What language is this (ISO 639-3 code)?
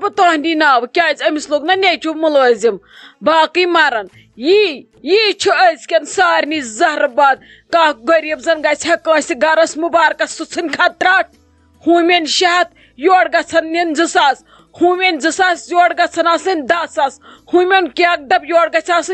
kas